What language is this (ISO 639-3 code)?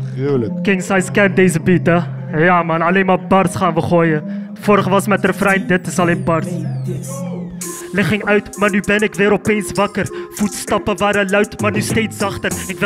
nld